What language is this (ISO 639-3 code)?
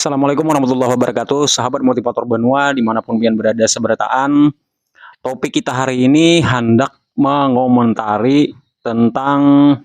bjn